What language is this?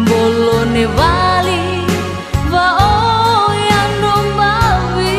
Nias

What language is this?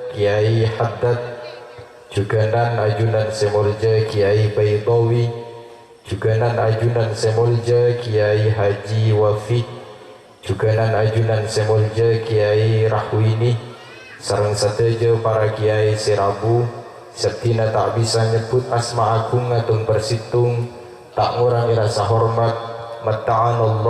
Madurese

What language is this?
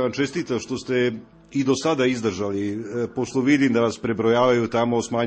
Serbian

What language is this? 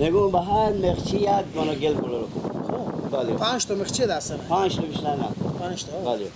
Persian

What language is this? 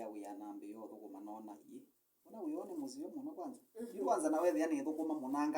Kamba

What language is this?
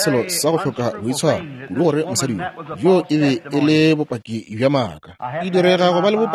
Northern Sotho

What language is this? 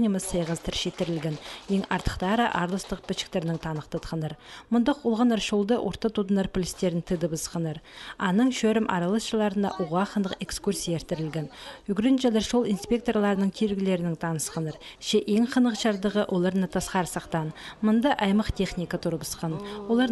Khakas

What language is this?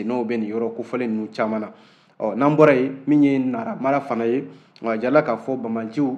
Bambara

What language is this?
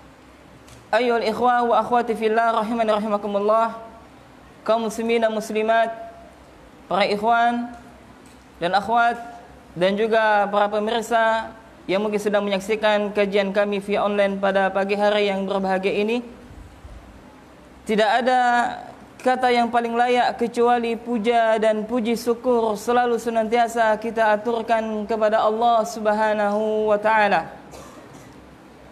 Indonesian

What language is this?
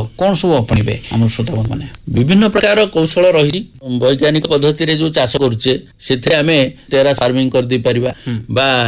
Odia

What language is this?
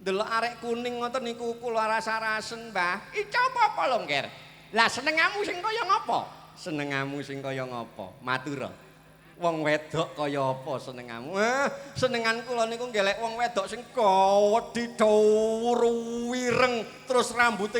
Javanese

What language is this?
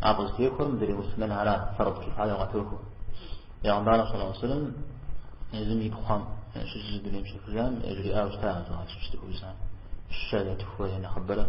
Kabardian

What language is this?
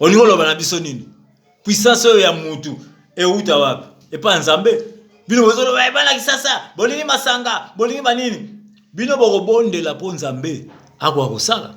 Lingala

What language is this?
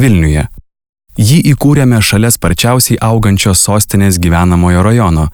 Lithuanian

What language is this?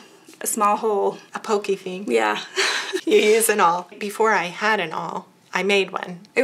English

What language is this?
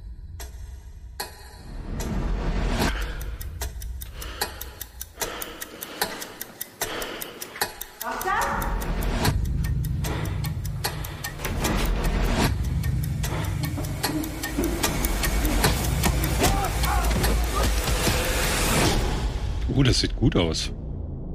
German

